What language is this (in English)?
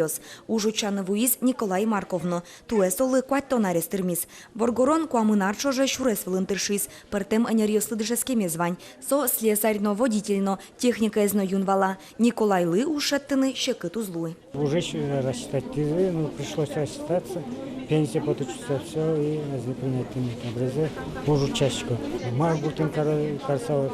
Udmurt